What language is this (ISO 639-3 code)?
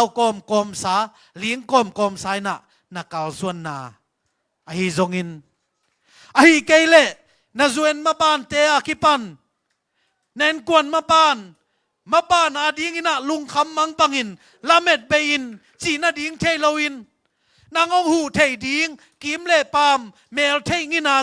ctd